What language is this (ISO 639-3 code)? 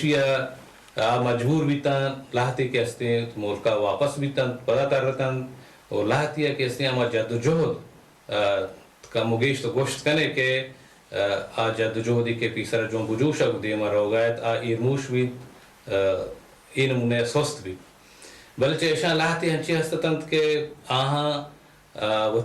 bal